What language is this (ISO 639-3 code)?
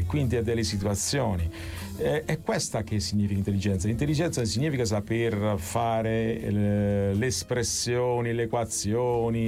ita